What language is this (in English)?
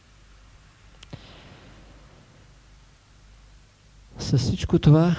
Bulgarian